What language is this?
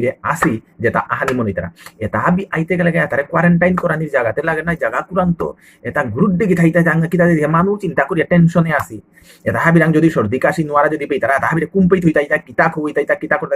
Bishnupriya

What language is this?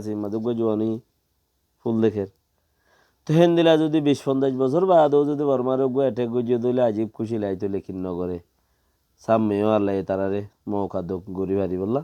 Rohingya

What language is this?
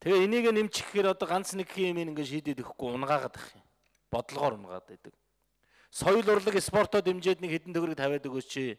Mongolian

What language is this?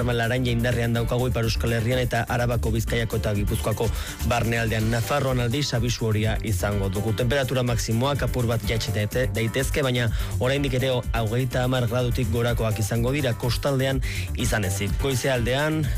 Basque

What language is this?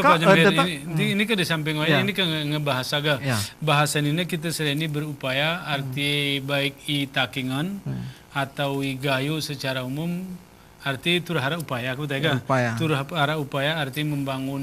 Gayo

